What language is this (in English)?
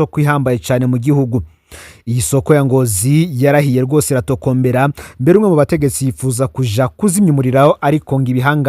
Rundi